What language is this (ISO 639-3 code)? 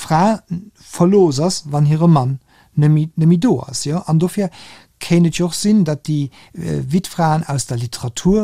ltz